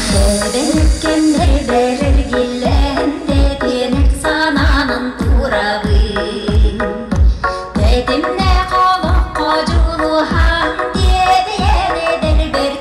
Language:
Yakut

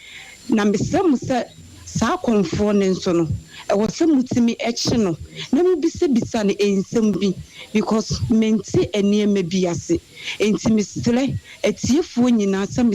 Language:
Akan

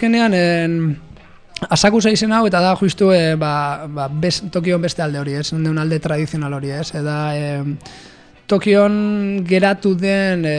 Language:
Basque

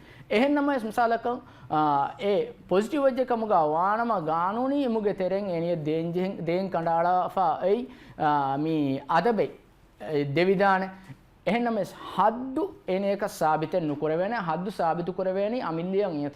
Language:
Divehi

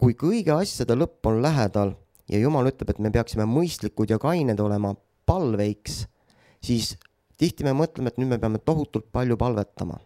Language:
Estonian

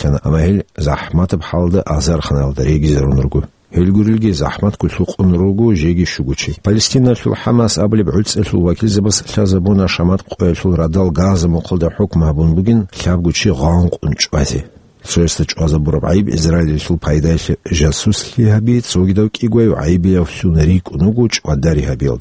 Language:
Avaric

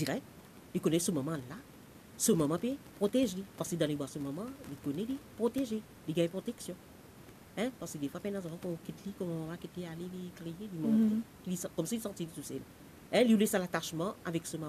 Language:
Morisyen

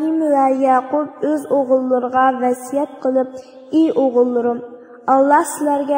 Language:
Uyghur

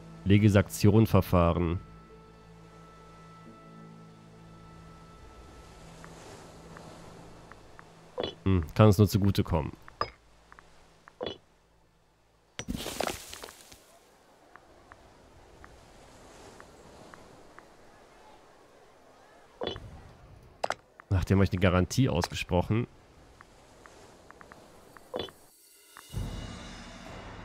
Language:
German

